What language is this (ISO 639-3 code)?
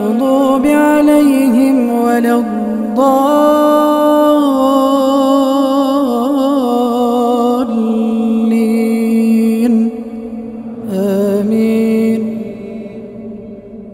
ara